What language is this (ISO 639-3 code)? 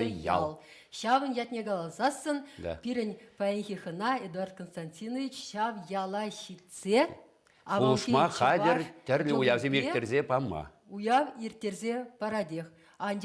chv